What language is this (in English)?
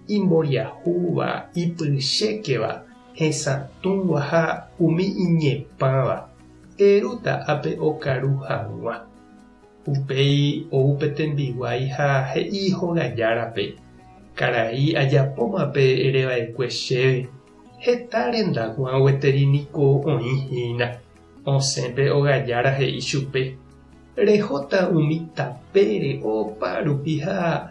Guarani